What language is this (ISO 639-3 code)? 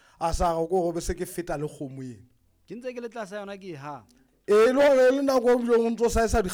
sot